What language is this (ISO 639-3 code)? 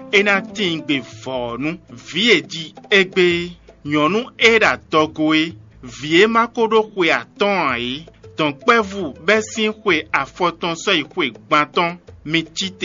fon